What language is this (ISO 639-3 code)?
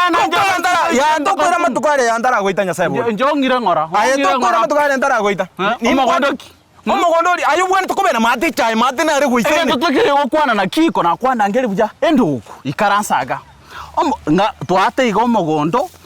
guz